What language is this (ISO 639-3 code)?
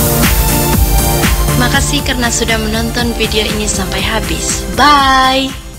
ind